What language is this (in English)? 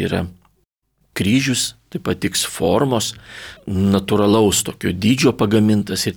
Lithuanian